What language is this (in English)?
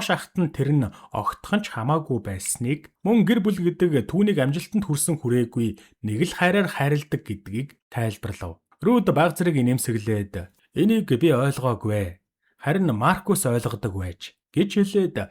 Mongolian